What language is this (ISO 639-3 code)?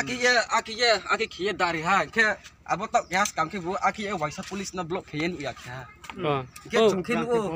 ria